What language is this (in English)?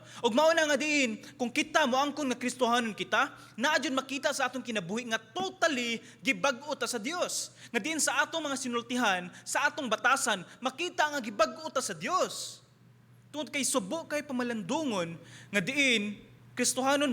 Cebuano